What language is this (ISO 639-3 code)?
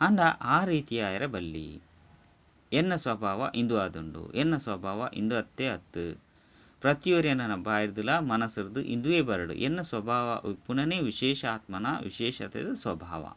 tcy